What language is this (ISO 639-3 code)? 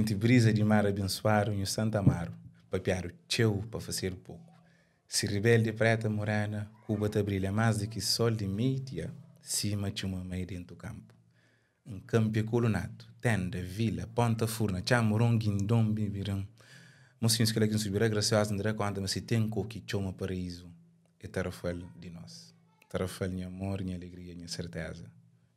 kea